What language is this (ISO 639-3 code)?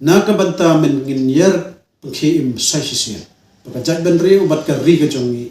kha